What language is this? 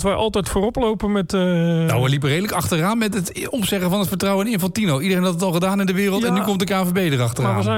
Dutch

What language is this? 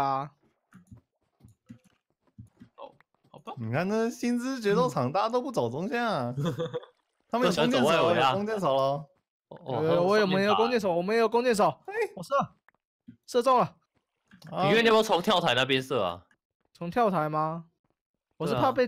Chinese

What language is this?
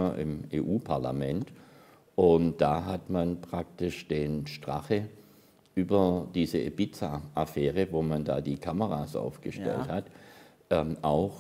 German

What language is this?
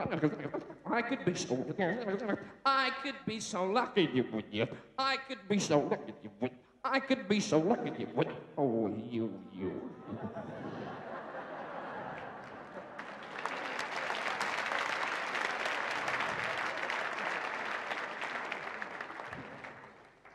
English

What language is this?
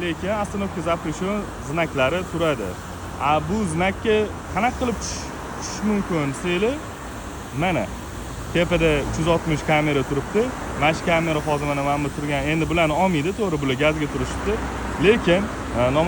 Uzbek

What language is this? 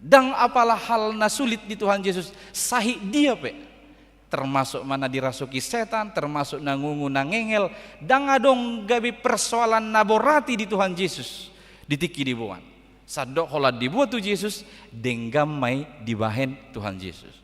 Batak Toba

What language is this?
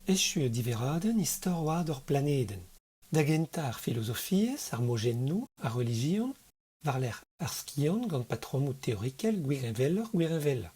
Breton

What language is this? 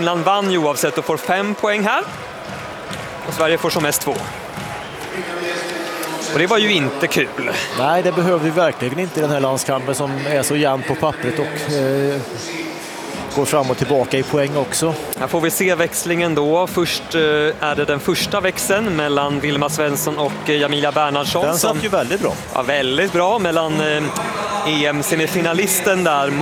Swedish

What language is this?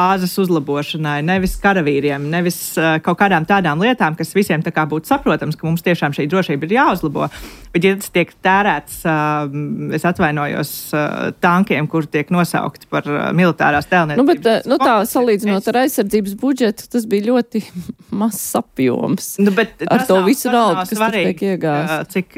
Latvian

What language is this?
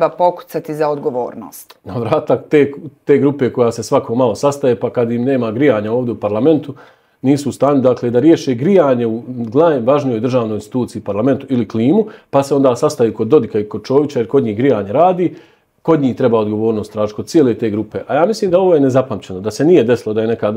Bosnian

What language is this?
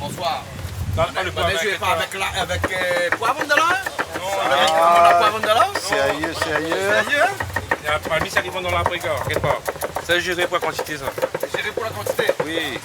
Réunion Creole French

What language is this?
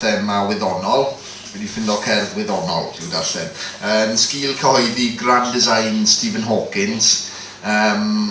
Welsh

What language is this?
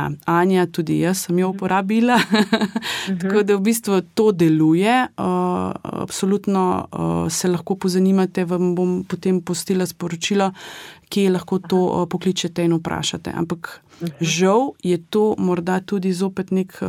Slovenian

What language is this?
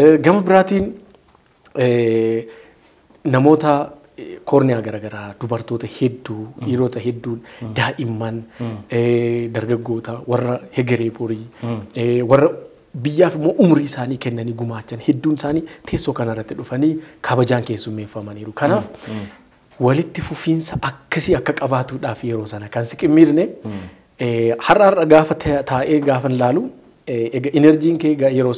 Oromo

